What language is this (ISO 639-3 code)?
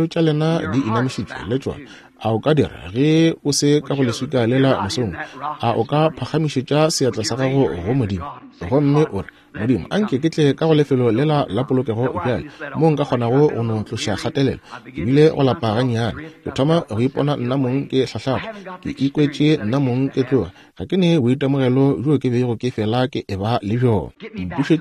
nso